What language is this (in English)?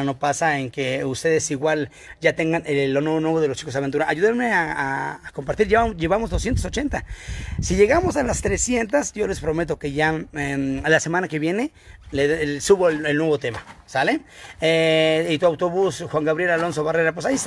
Spanish